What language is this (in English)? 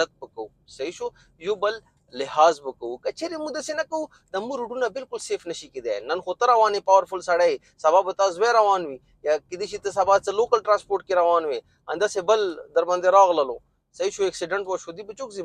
Pashto